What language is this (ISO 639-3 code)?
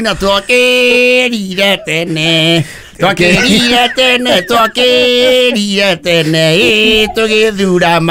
kik